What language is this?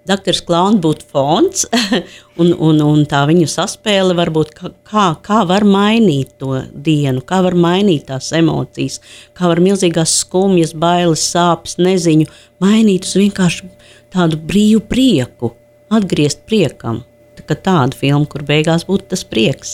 Latvian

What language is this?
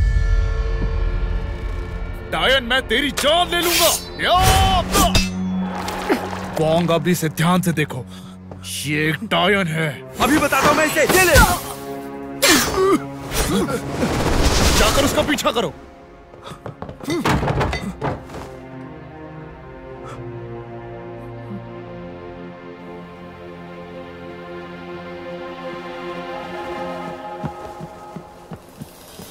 Hindi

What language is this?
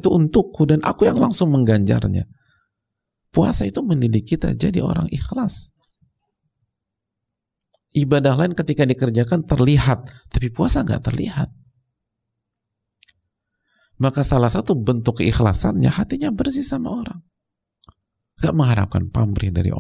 Indonesian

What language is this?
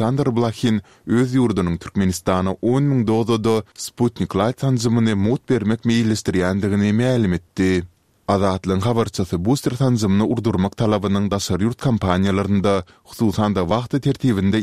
Turkmen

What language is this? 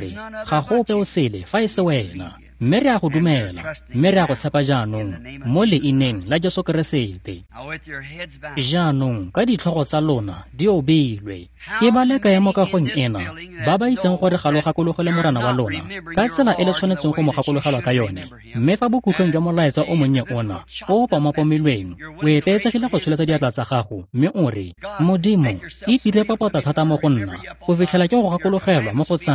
Tswana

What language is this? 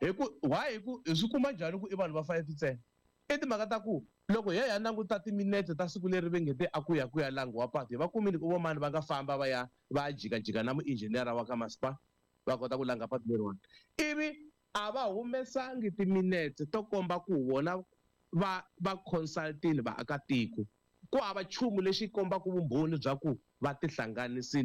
Tsonga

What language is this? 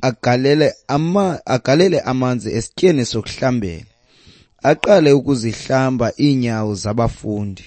Xhosa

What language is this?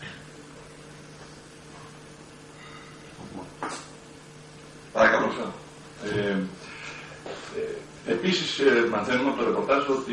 Greek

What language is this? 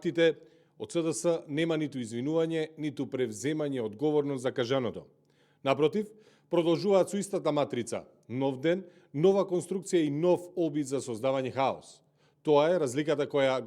Macedonian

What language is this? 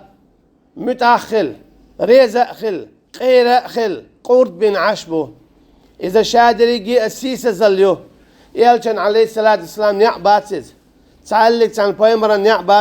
Chechen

